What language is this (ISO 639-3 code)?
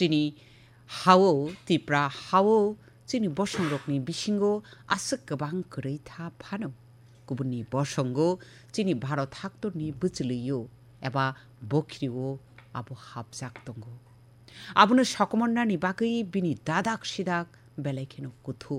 trp